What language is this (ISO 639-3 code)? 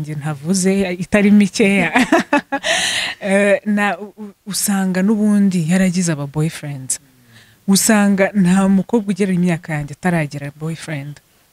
kin